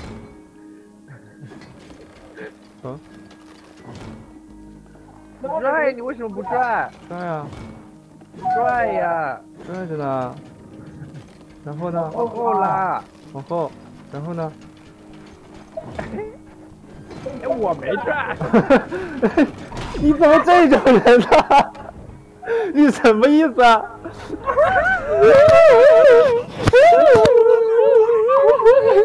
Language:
Chinese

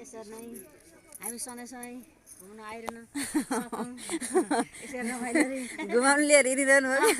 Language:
Nepali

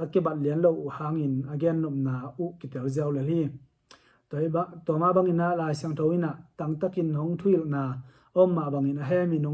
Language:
Tedim Chin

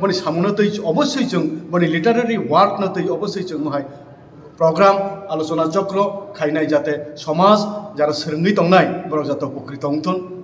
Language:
Kok Borok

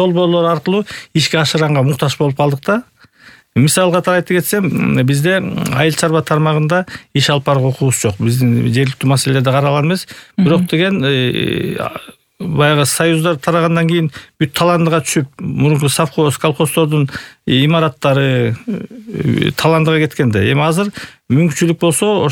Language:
Kyrgyz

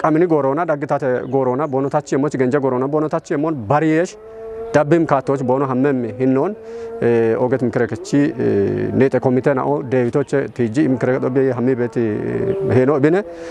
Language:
Kafa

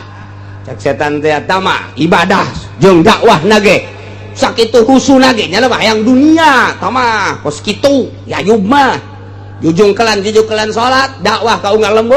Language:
Sundanese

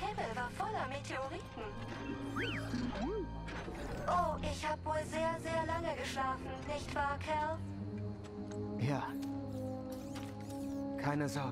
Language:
German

